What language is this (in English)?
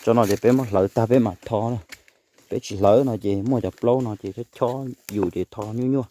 Hmong